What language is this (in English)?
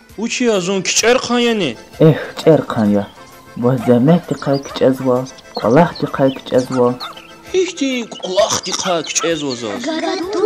Lezghian